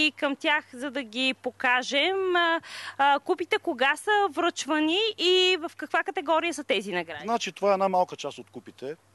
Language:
Bulgarian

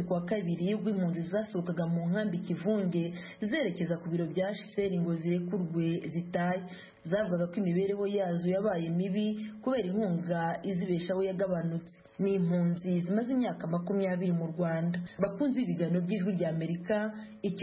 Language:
Kinyarwanda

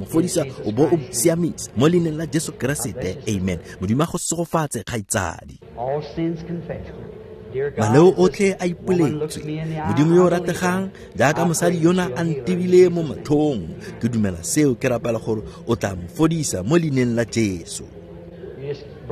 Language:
Tswana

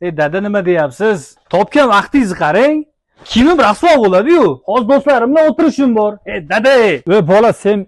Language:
Uzbek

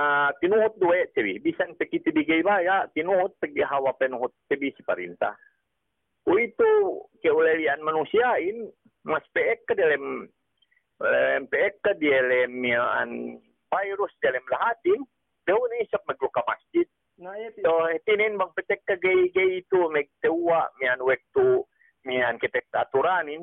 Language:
Yakan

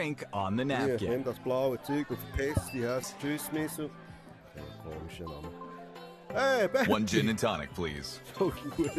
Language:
Swiss German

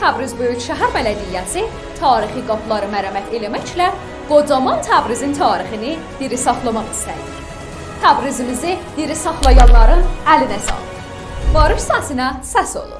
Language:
South Azerbaijani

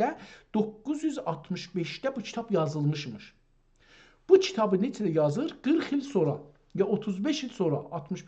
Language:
South Azerbaijani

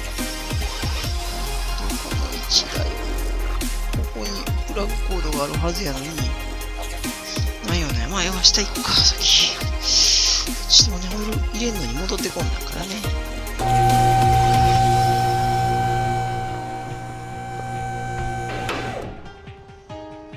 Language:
Japanese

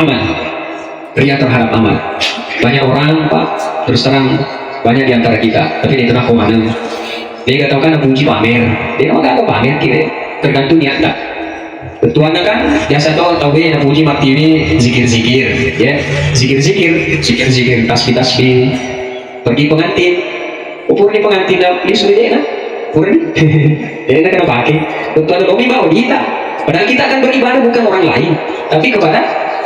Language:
Buginese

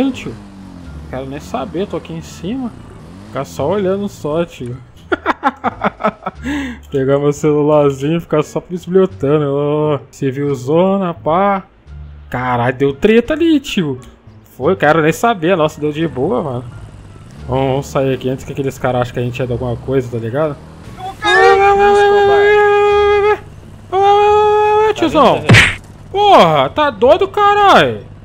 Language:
Portuguese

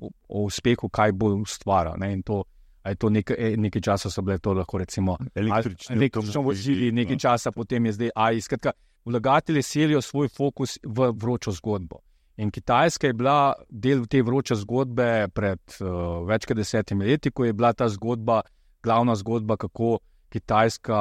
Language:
Slovenian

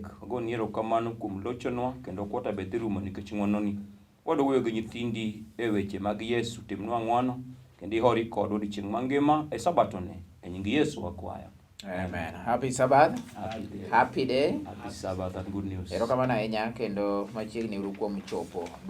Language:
Luo (Kenya and Tanzania)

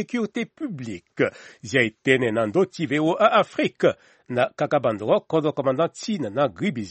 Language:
Sango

